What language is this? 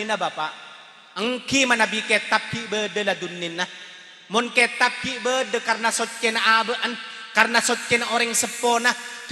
Madurese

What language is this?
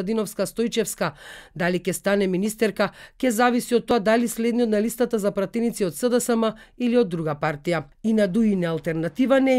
Macedonian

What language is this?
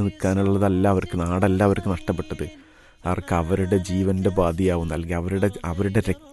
Malayalam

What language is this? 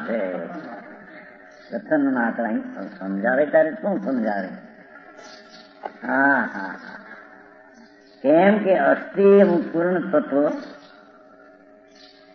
Gujarati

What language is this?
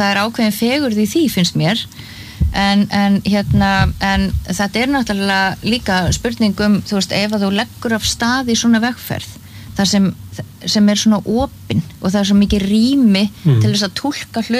Icelandic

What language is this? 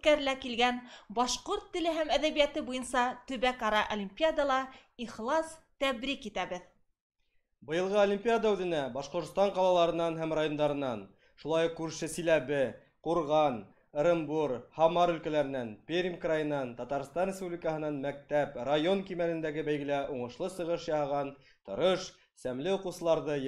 Bashkir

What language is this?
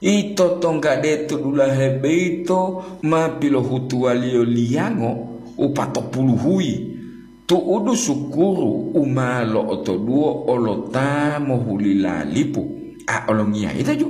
Gorontalo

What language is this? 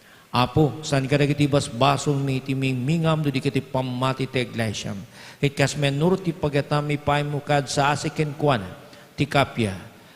Iloko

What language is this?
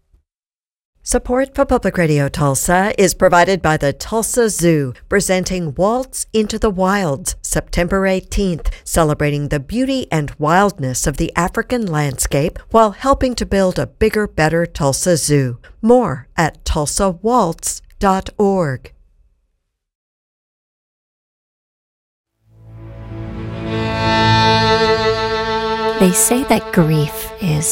English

